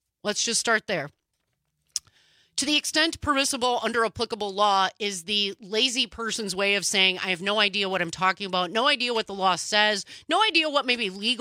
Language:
English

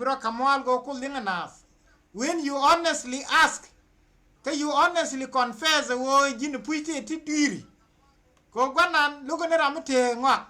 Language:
Nuer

